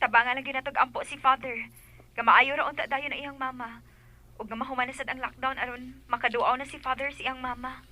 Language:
Cebuano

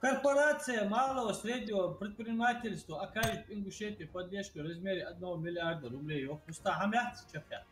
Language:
Ingush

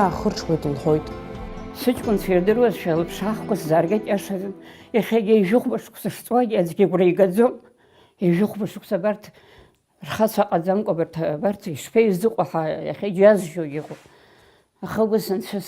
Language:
Abkhazian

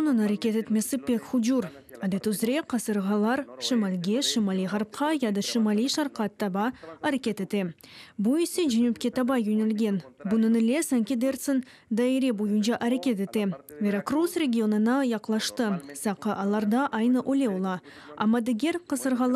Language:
Crimean Tatar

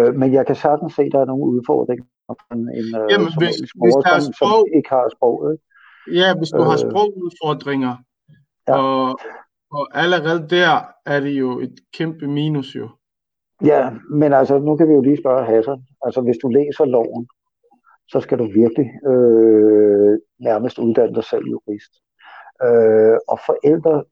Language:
Danish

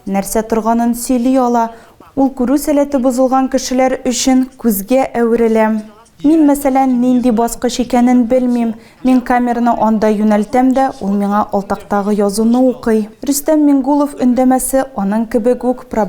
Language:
Tatar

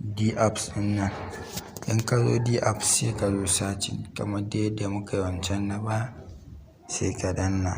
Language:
Hausa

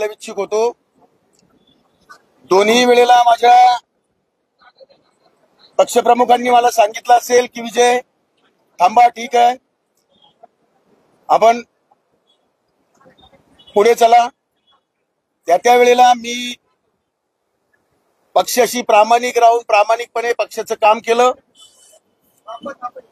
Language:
Marathi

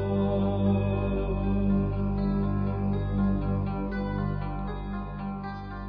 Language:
Croatian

